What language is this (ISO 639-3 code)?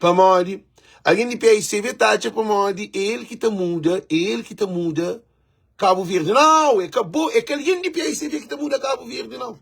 kea